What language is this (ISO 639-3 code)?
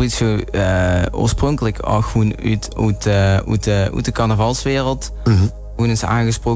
lim